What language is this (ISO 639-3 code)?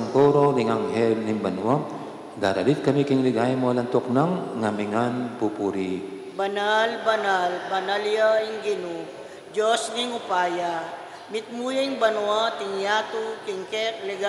pam